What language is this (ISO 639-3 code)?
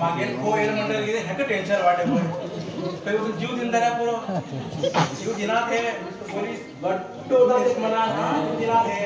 kok